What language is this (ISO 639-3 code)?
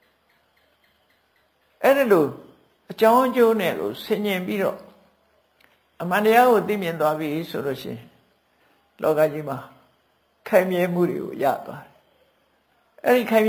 mya